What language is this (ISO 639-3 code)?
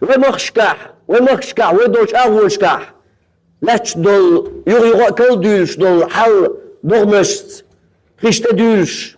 che